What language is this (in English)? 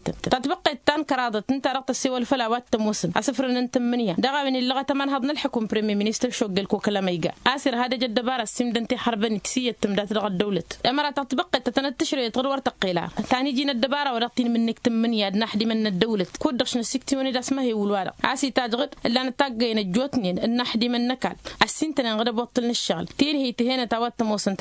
Tamasheq